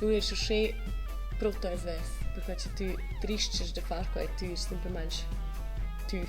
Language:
Romansh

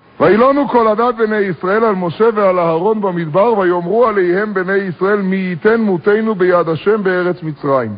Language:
Hebrew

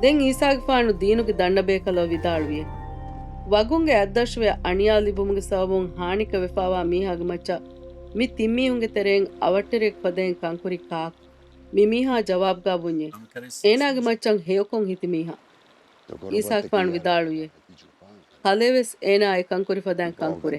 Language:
Divehi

